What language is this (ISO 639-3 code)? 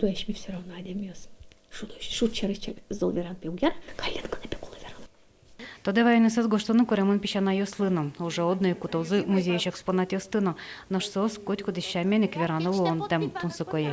udm